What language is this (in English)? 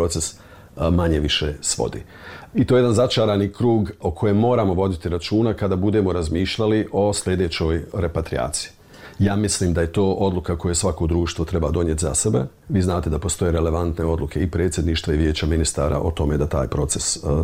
Bosnian